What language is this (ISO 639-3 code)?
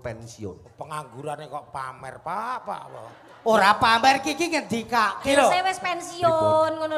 jav